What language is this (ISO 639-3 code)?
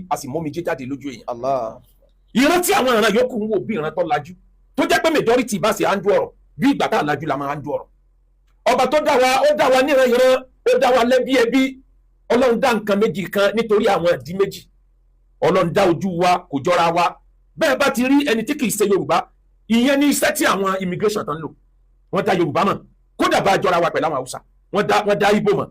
yor